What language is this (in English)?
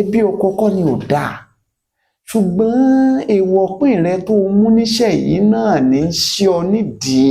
Yoruba